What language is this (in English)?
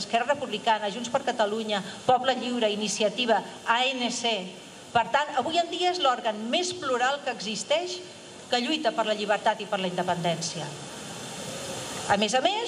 Catalan